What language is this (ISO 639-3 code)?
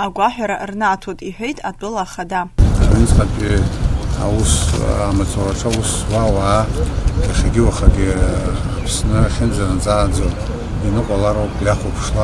abk